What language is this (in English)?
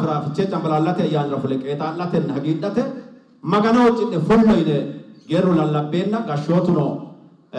Sidamo